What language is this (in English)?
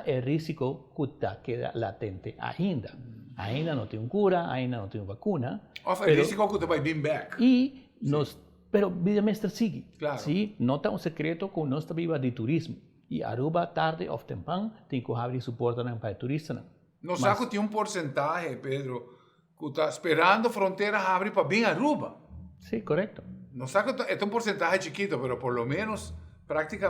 Papiamento